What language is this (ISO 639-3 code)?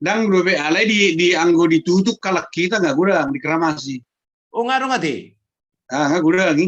bbc